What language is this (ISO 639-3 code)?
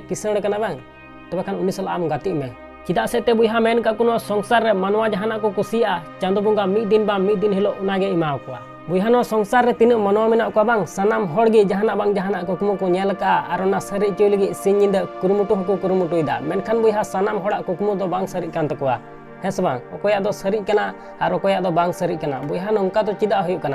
sat